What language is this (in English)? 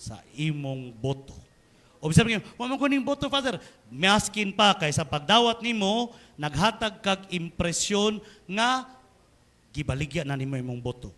Cebuano